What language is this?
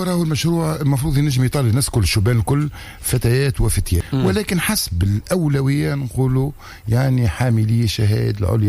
Tunisian Arabic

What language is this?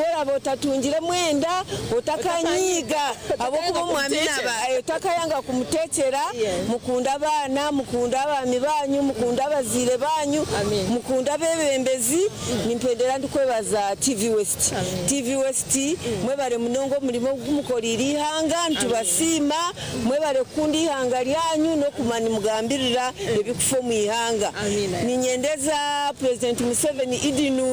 Nyankole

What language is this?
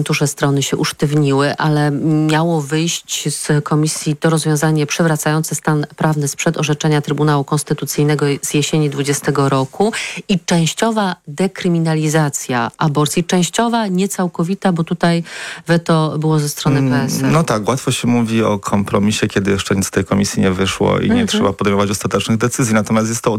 Polish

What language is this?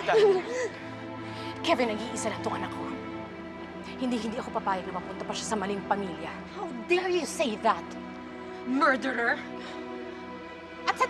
Filipino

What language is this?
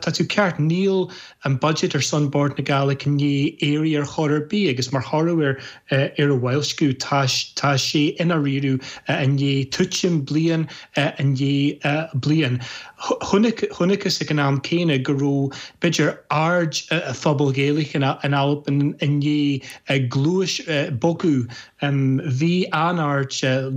Irish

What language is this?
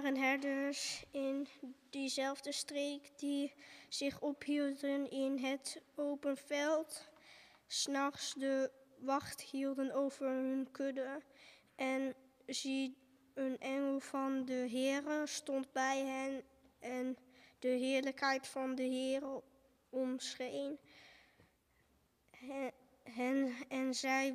Dutch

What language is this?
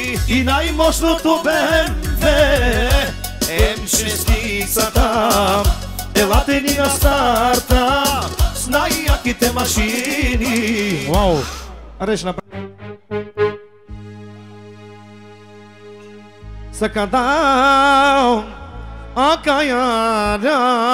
Bulgarian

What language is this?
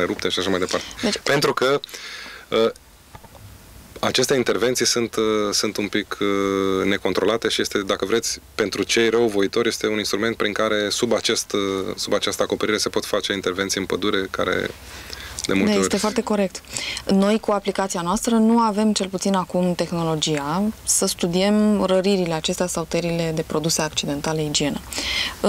Romanian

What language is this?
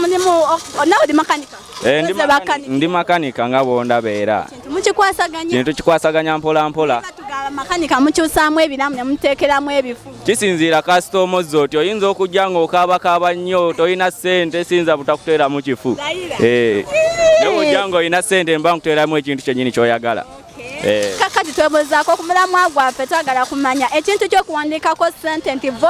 Ganda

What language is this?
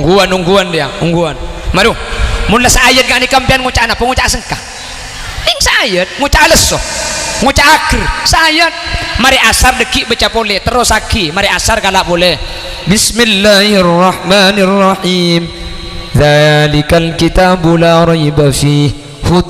Madurese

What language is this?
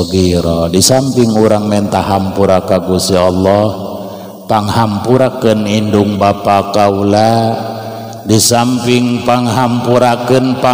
Sundanese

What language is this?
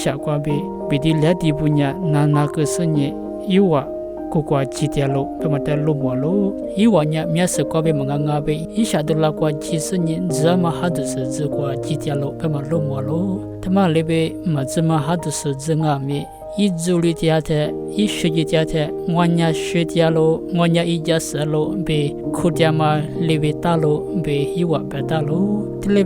Lisu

